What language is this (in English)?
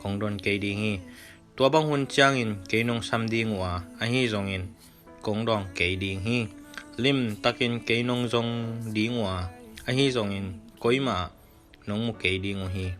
Tedim Chin